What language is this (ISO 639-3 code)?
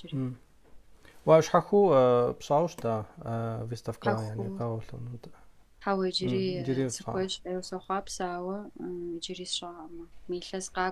kbd